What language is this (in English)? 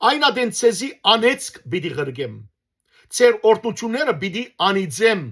Western Armenian